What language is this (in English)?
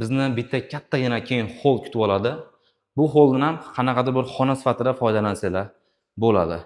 Uzbek